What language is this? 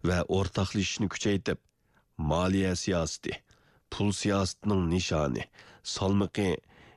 Uyghur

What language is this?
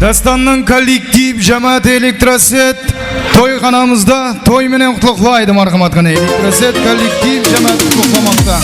Kara-Kalpak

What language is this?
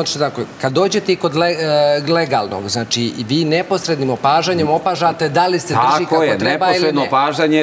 Serbian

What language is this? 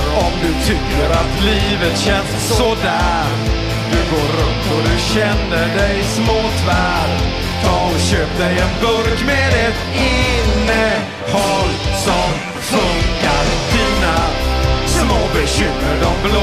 Swedish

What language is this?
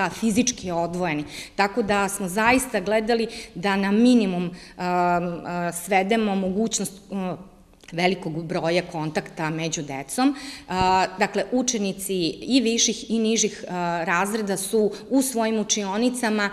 Serbian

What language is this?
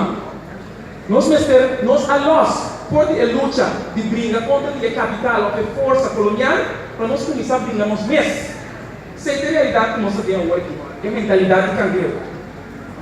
Papiamento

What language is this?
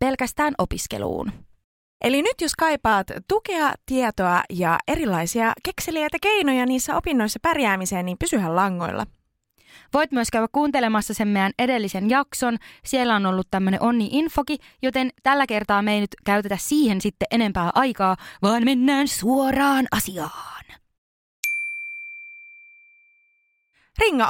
Finnish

